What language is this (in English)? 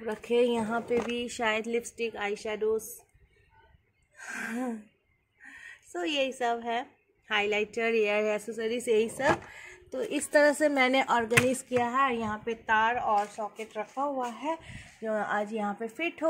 Hindi